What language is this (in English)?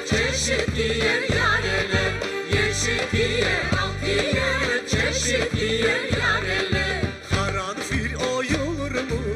Crimean Tatar